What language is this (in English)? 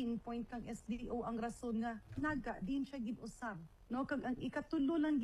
Hiligaynon